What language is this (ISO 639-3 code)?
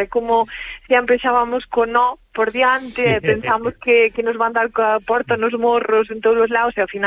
glg